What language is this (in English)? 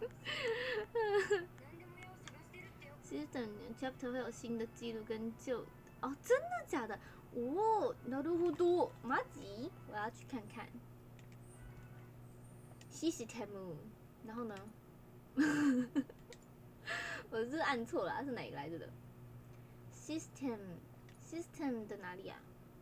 Chinese